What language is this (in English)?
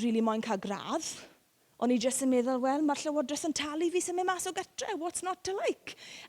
Welsh